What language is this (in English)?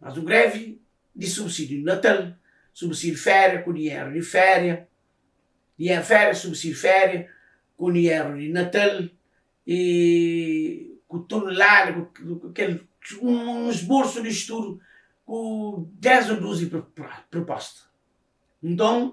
Kabuverdianu